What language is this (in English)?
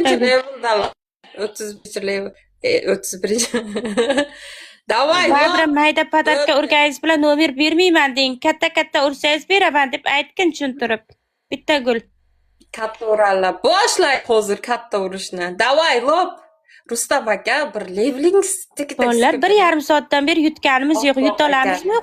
Uzbek